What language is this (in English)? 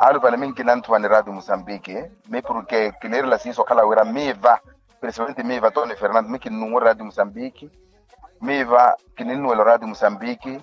Makhuwa